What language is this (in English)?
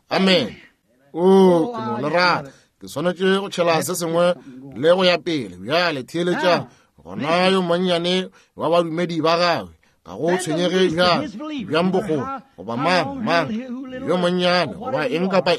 Northern Sotho